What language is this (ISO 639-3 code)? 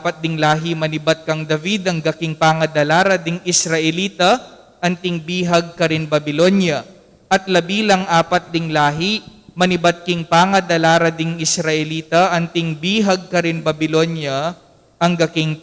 pam